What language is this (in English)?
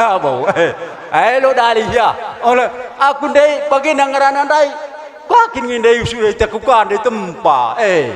Batak Karo